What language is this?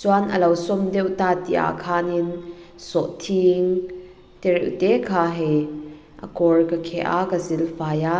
Mizo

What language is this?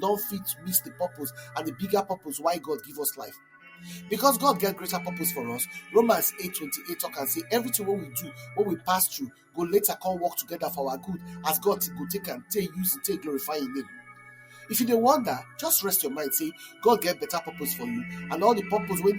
Nigerian Pidgin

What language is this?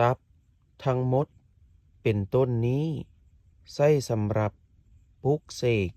Lao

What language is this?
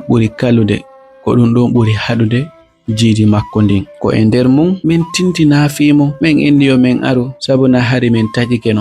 Fula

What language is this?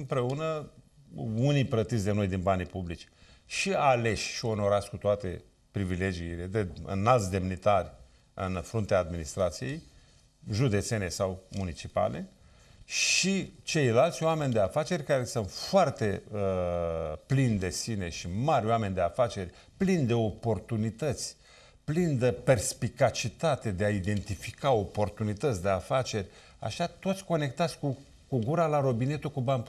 Romanian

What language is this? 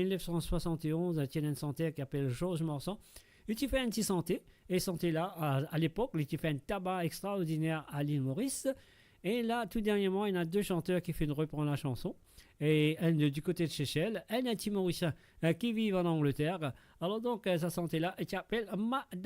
Morisyen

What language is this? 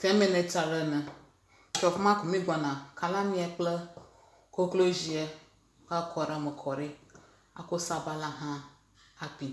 Ewe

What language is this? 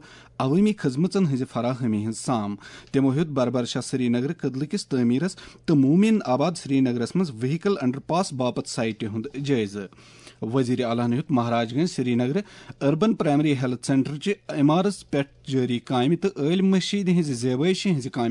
Kashmiri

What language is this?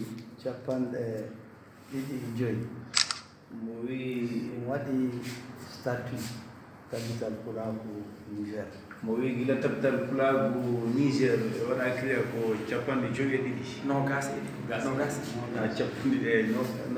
Fula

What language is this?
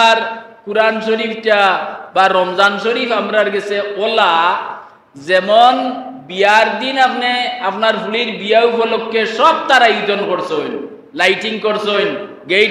Sylheti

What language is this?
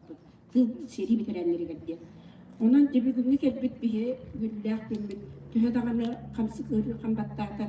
Yakut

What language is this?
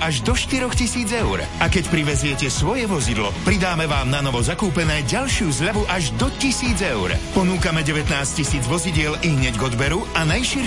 Slovak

